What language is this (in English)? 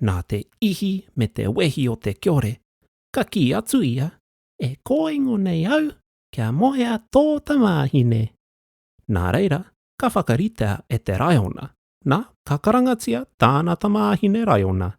Māori